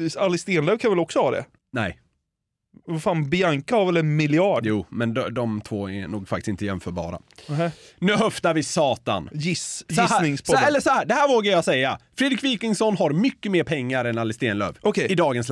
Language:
Swedish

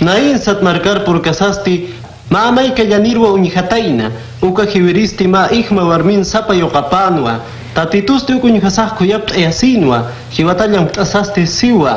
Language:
Aymara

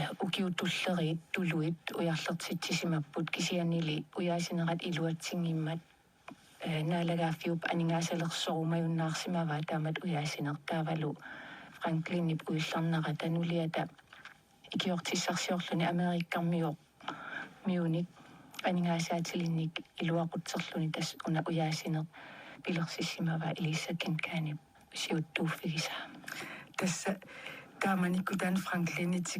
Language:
Kalaallisut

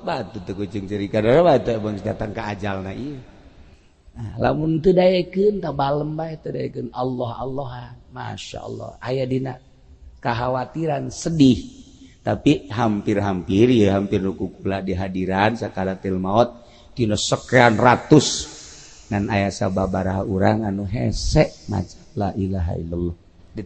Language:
Sundanese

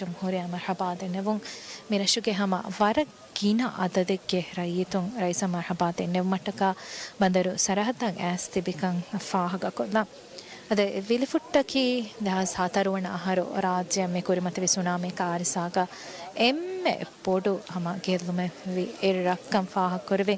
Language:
Divehi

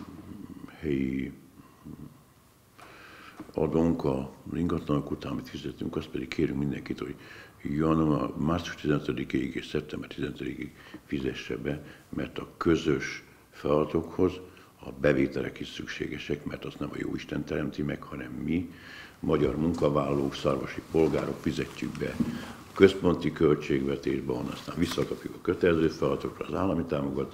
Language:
Hungarian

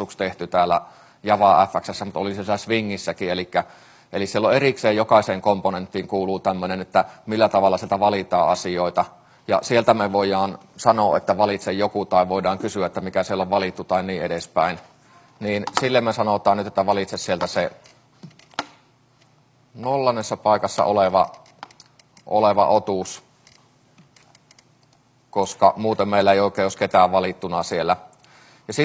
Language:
Finnish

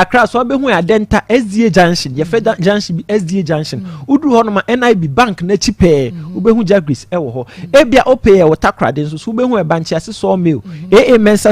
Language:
Akan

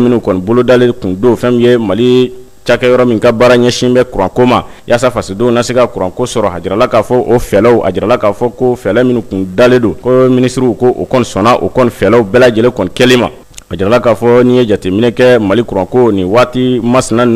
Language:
Bambara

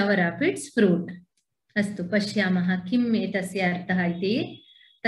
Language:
Sanskrit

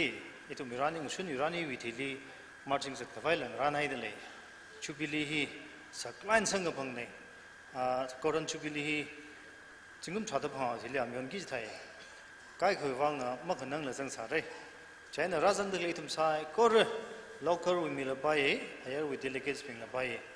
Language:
Tangkhul Naga (India)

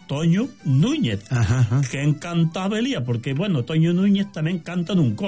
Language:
Galician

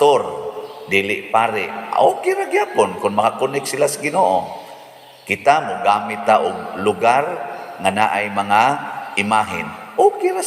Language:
Cebuano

